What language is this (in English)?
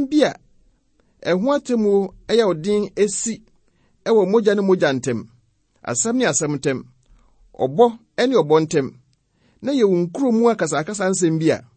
Akan